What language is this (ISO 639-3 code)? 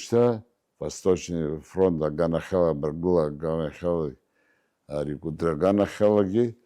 abk